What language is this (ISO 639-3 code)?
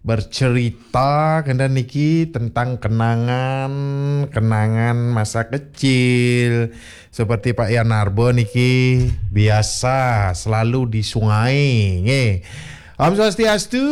ban